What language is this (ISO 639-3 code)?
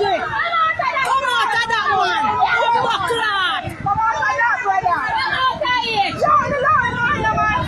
jam